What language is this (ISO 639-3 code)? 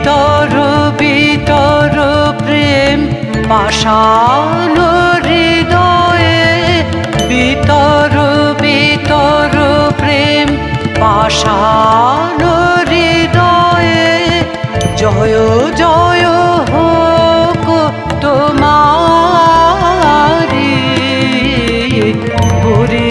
ben